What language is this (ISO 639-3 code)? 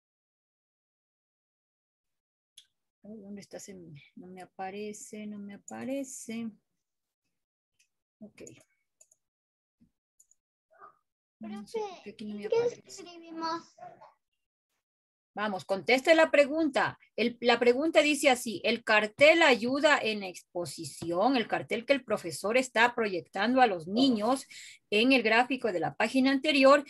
spa